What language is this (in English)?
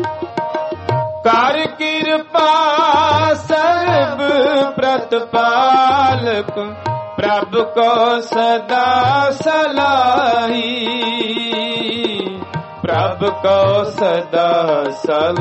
Punjabi